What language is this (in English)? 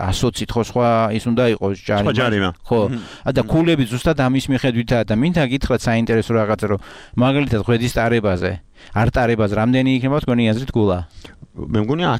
Georgian